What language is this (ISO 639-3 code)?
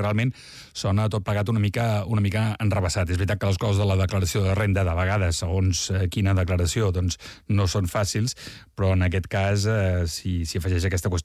cat